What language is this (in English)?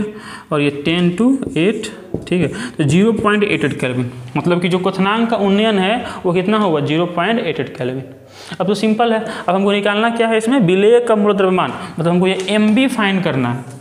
Hindi